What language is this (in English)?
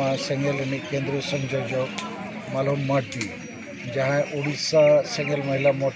Santali